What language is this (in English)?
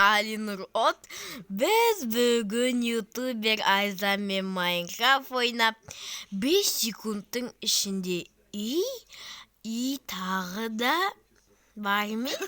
Kazakh